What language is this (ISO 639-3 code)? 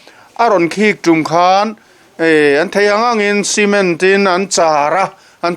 lus